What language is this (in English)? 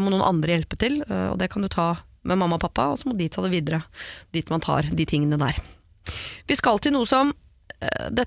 Norwegian